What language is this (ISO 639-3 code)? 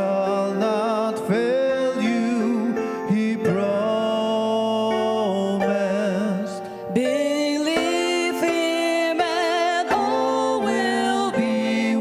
njo